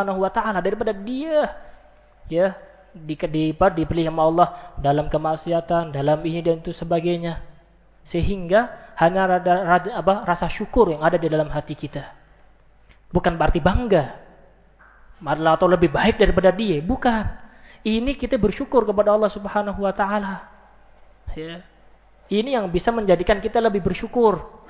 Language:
Indonesian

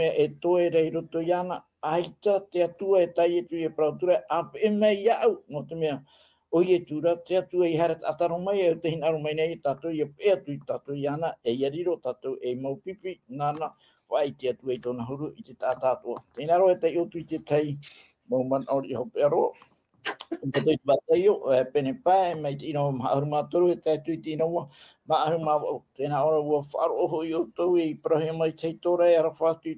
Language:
Tahitian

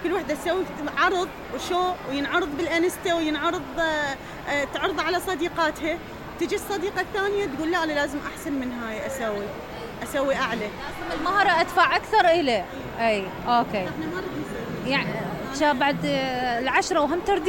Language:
Mesopotamian Arabic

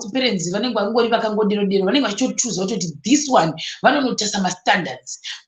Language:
Shona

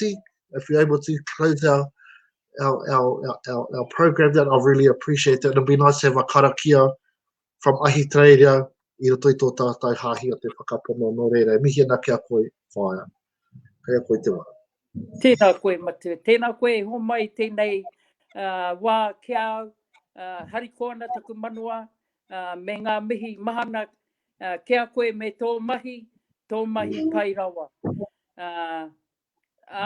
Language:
Māori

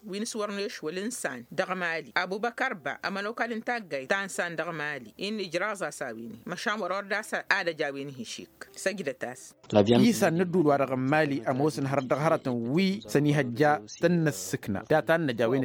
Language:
Tamasheq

